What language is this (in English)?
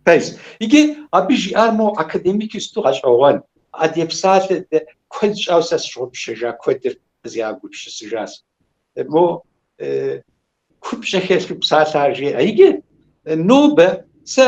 Kabardian